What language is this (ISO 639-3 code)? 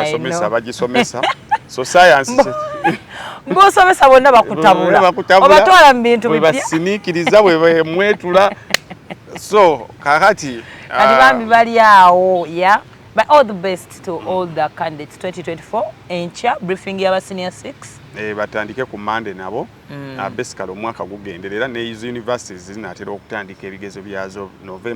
lug